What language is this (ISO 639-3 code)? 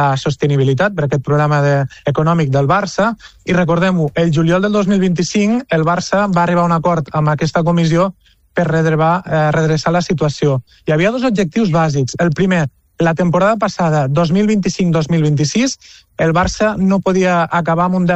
cat